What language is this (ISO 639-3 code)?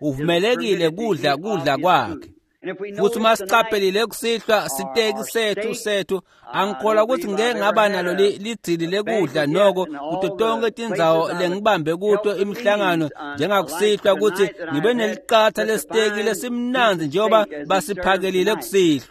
ssw